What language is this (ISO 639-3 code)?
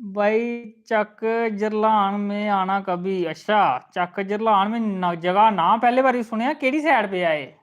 doi